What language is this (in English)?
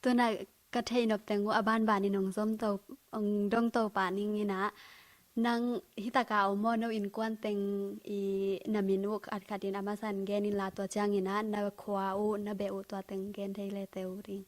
Tedim Chin